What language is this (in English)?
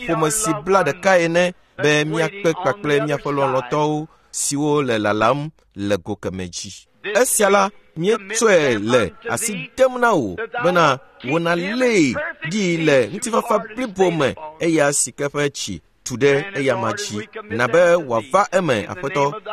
Ewe